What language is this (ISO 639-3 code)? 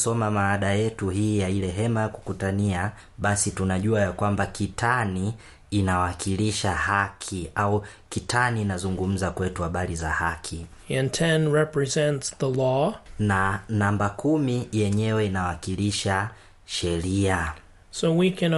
swa